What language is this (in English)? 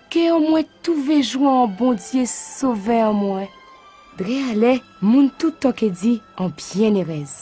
Guadeloupean Creole French